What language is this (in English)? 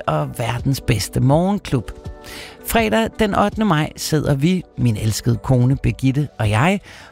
Danish